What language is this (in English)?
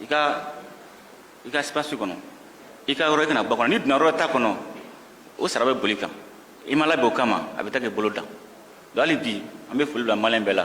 Bambara